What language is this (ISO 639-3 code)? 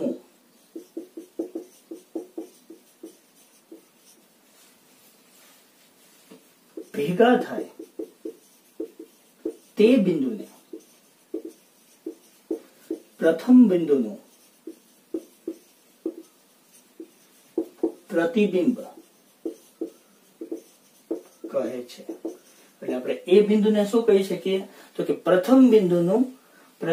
guj